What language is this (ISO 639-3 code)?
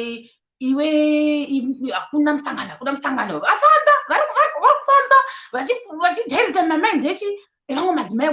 sna